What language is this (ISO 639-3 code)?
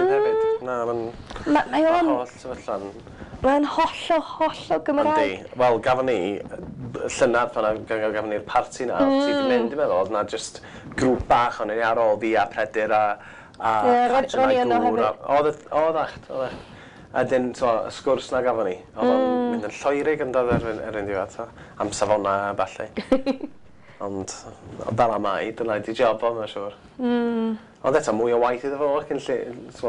cym